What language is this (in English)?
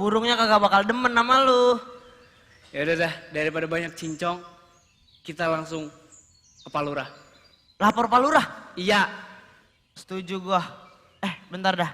Betawi